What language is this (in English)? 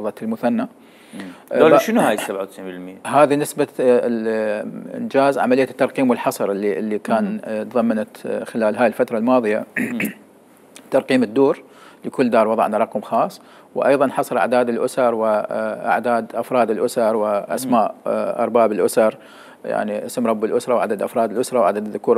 Mesopotamian Arabic